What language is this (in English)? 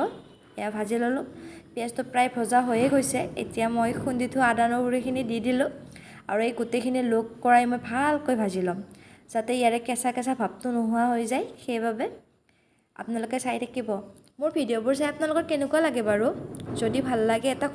Assamese